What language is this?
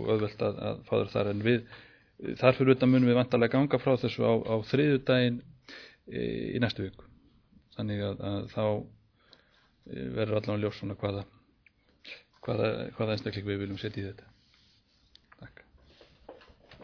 Icelandic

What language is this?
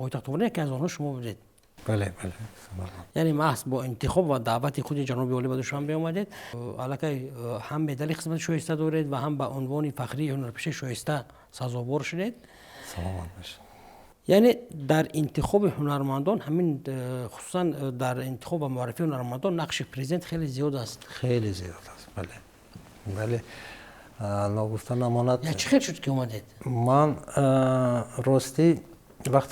Tajik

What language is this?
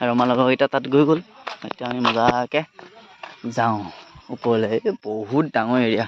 Assamese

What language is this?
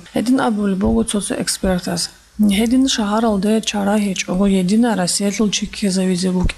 Avaric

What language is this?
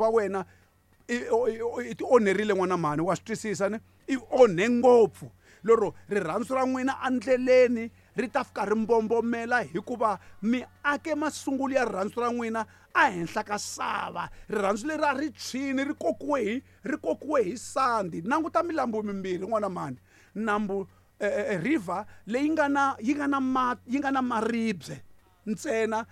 Tsonga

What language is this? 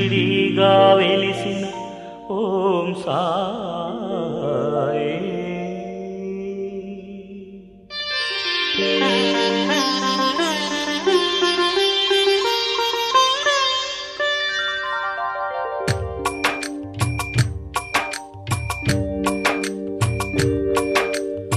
Telugu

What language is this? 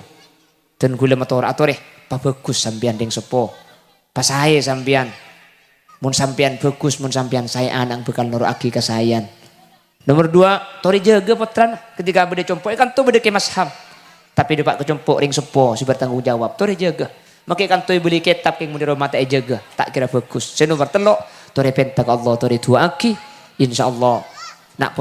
Madurese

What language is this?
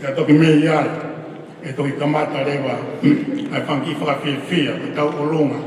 Tongan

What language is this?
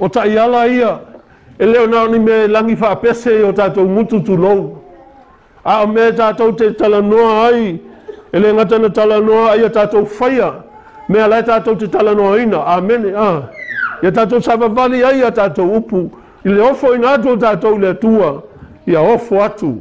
Samoan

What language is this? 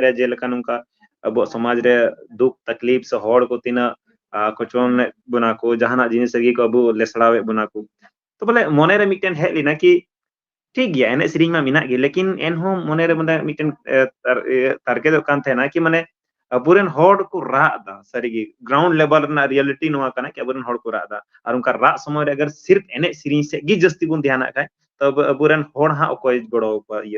Santali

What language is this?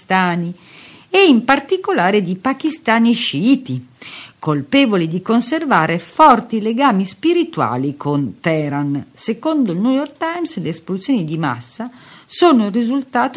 Italian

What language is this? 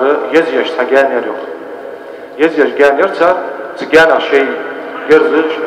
Ingush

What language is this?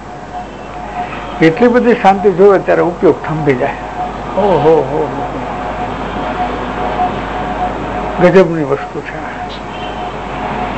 Gujarati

